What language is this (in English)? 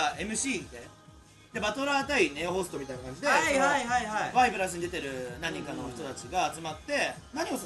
Japanese